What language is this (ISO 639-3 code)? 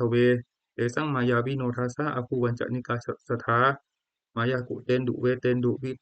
pli